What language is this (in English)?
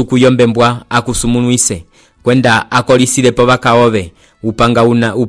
Umbundu